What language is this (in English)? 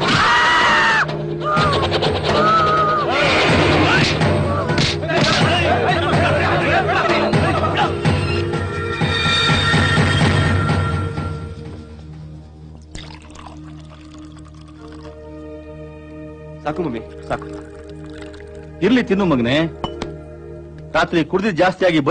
Kannada